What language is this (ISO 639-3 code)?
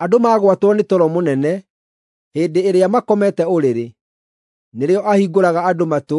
kik